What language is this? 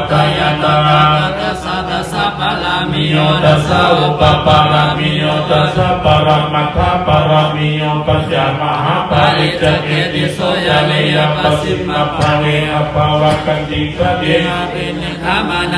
Pali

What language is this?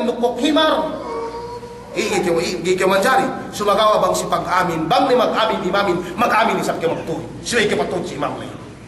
Yakan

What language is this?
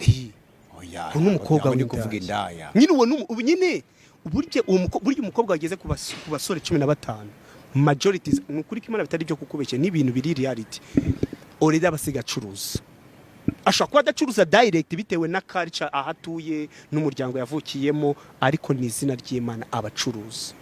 Kinyarwanda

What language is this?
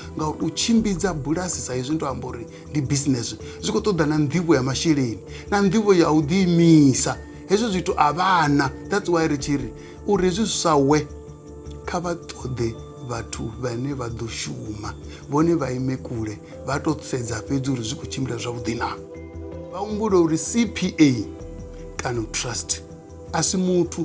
Venda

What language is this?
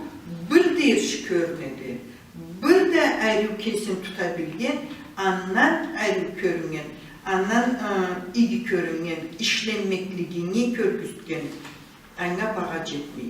Karachay-Balkar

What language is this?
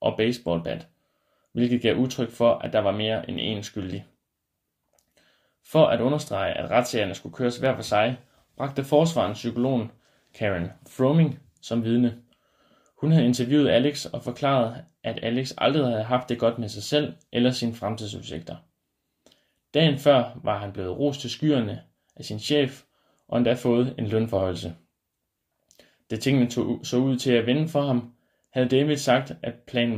Danish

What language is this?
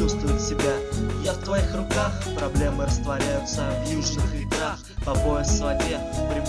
Russian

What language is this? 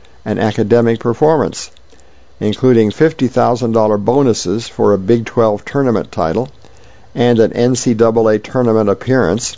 English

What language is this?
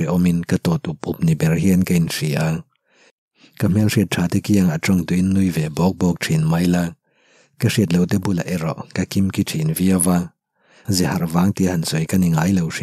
Mizo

